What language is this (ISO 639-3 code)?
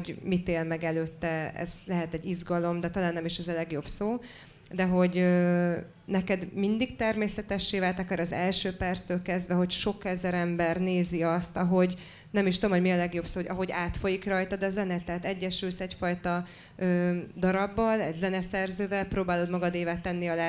hun